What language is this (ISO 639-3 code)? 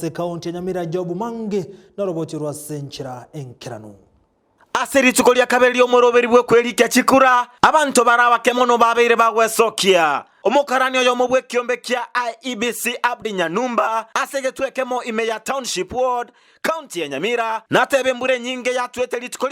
guz